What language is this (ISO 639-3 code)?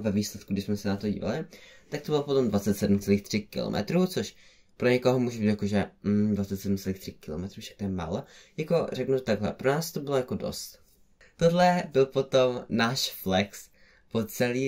ces